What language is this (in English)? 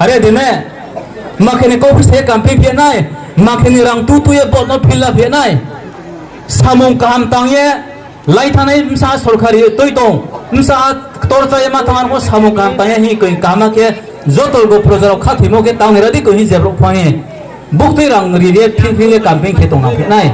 Riang (India)